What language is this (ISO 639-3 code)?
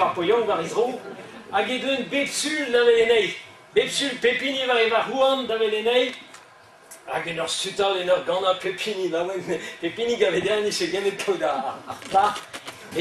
bre